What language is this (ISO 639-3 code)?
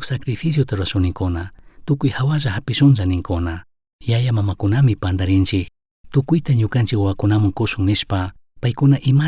qug